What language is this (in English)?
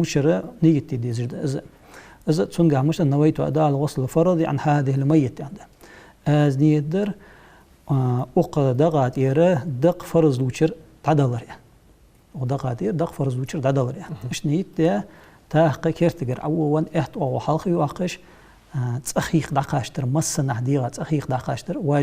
Ingush